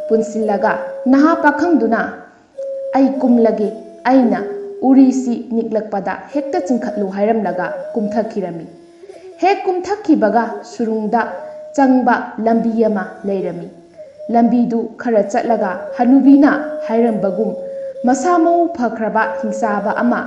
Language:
Manipuri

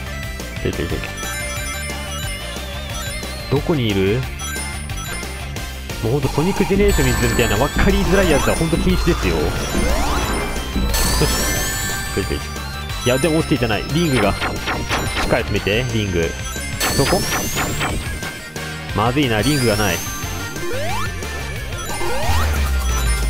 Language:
Japanese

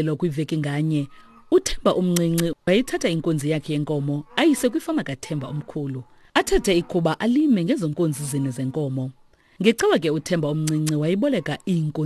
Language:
Xhosa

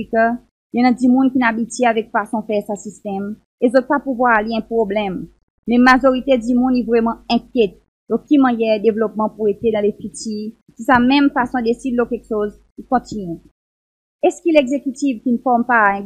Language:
Seselwa Creole French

